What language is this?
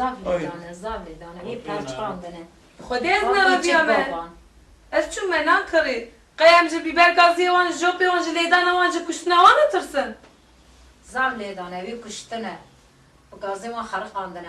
Kurdish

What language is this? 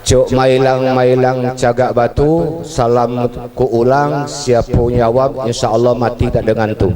Musi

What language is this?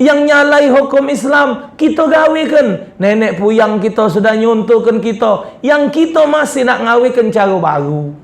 Musi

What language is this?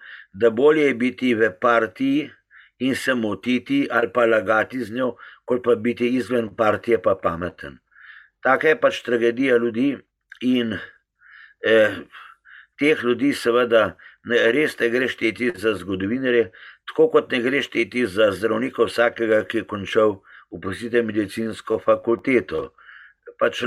Slovenian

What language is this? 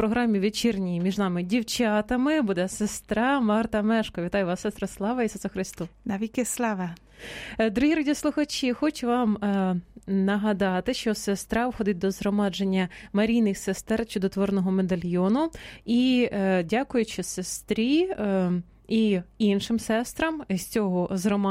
Ukrainian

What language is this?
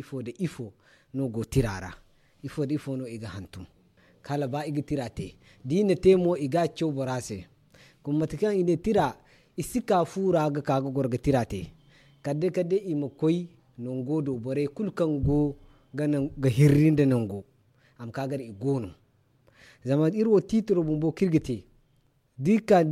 Zarma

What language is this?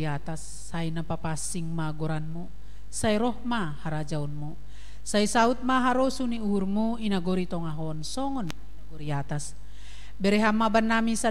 Batak Simalungun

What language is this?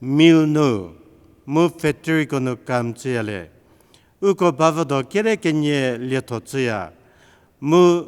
Angami Naga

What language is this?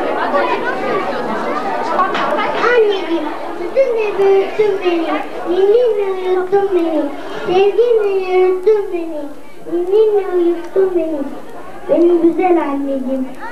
Turkish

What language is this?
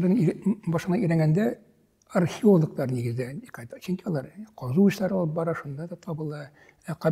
Tatar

